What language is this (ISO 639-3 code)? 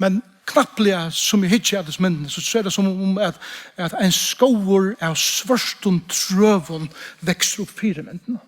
fao